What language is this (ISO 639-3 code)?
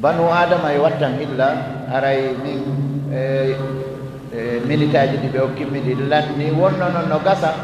ful